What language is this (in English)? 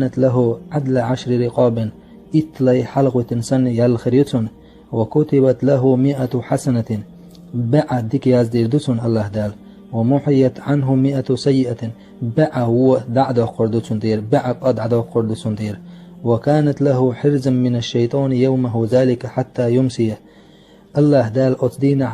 Chechen